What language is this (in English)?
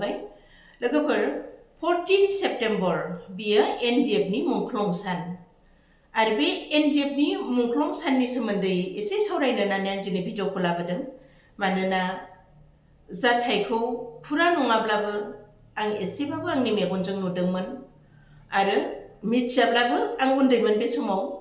Bodo